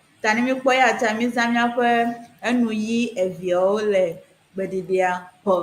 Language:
Ewe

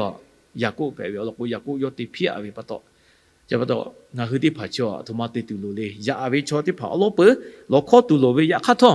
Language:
Lahu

